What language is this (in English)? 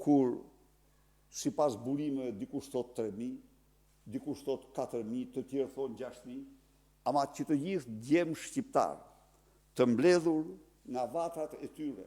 Albanian